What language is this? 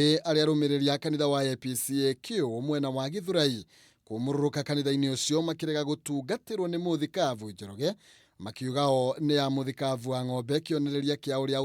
Kikuyu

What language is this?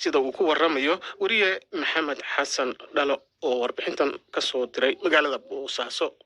Somali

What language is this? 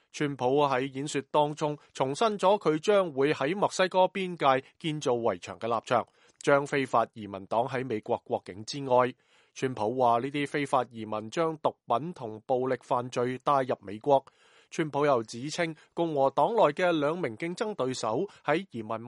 Cantonese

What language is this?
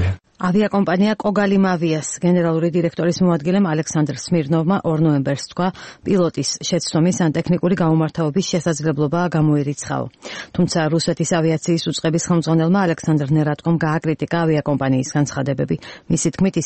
Georgian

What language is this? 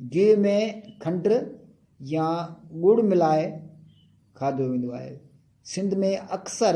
Sindhi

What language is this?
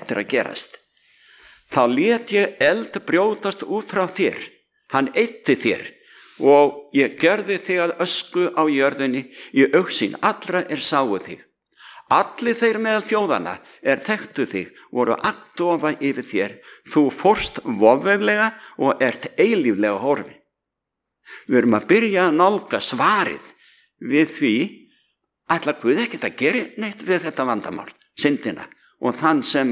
Icelandic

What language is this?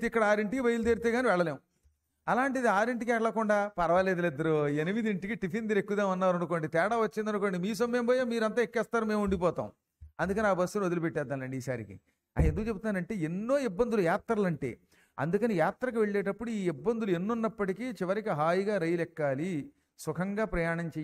Telugu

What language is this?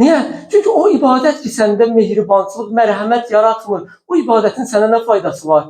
Azerbaijani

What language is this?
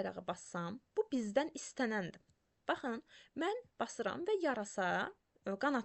Azerbaijani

